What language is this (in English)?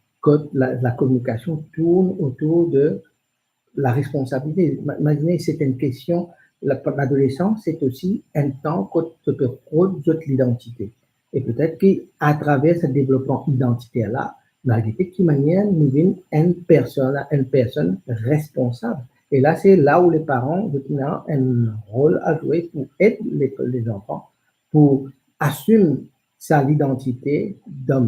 Morisyen